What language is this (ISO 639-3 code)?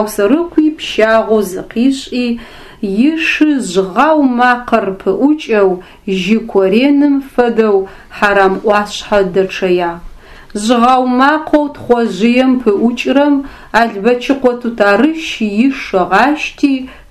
ady